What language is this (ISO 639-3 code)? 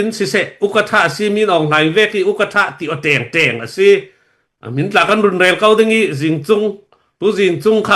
cfm